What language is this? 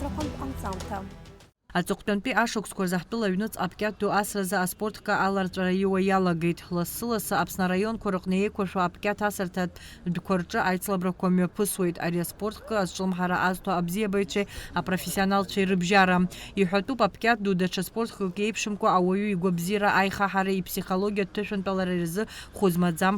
Abkhazian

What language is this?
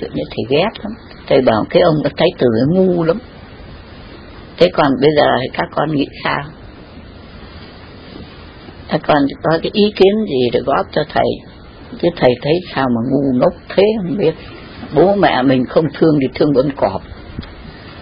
Vietnamese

